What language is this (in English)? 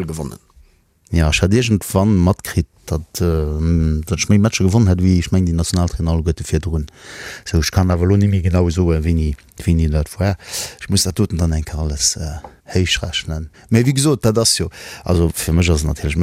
Luxembourgish